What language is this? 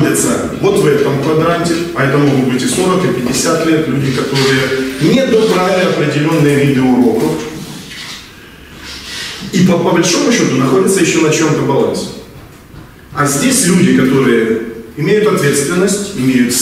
Russian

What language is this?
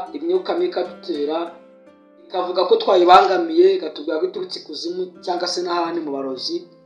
Kinyarwanda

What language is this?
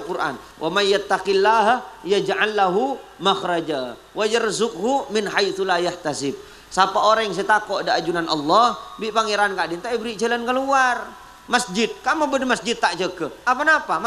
Madurese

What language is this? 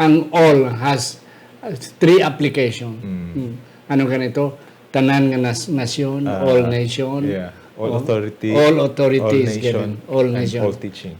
Hiligaynon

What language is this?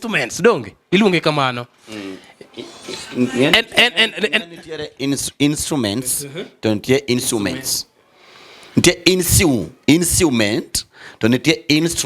Luo (Kenya and Tanzania)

